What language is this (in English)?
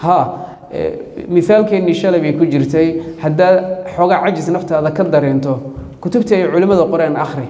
Somali